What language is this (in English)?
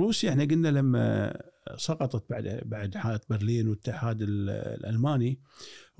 Gulf Arabic